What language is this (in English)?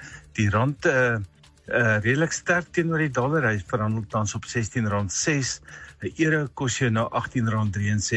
Afrikaans